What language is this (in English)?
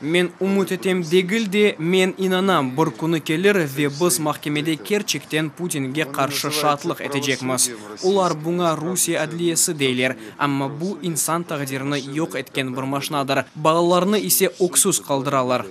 Crimean Tatar